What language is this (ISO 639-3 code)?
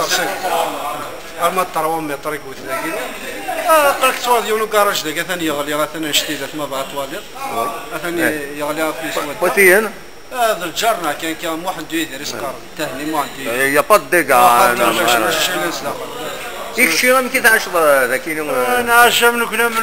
kab